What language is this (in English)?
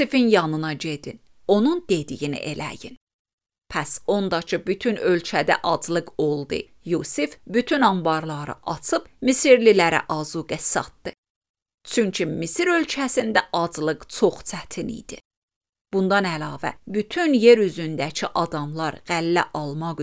Azerbaijani